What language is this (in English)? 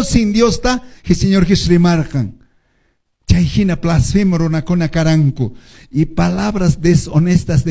Quechua